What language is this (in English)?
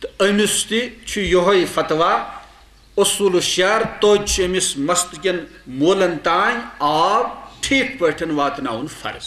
Kashmiri